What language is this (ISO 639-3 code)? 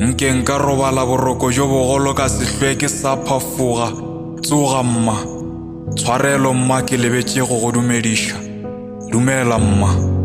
nso